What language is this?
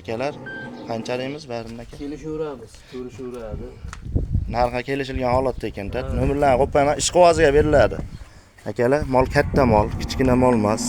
Uzbek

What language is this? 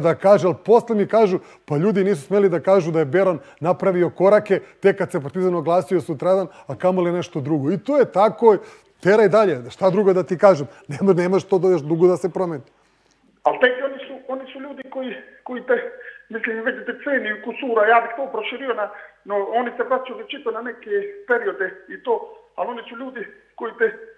Serbian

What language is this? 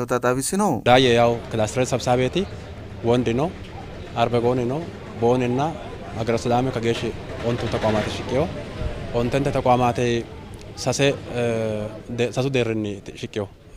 Sidamo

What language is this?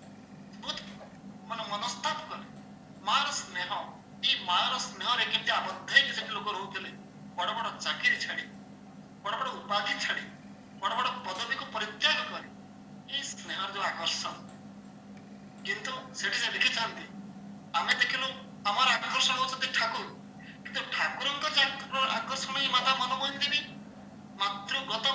Odia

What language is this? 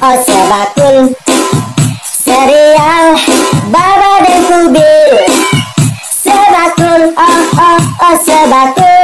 Betawi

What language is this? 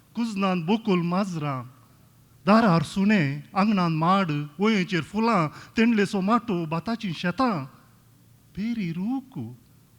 Konkani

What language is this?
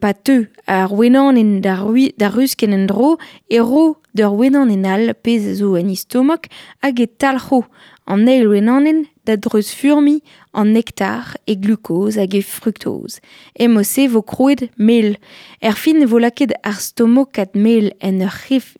Breton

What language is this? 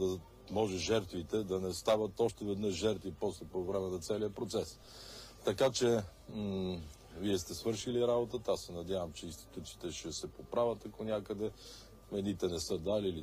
Bulgarian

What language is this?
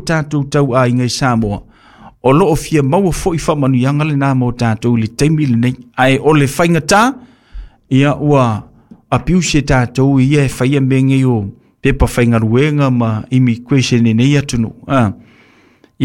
Samoan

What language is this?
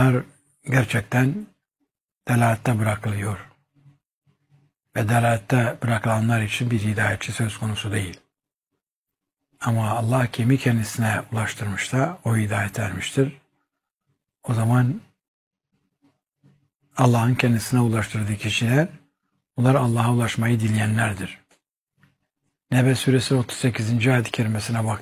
Turkish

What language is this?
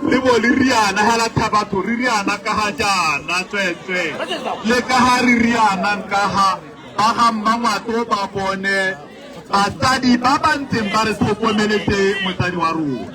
Tswana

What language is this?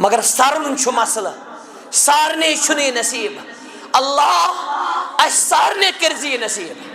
Kashmiri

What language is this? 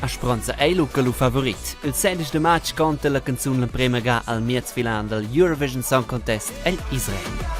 Romansh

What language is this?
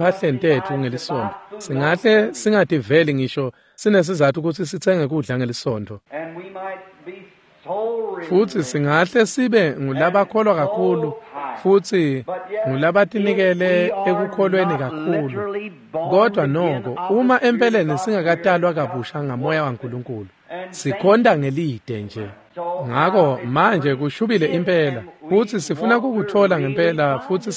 Swati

